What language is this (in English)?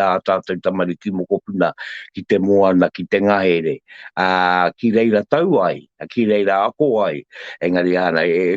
Māori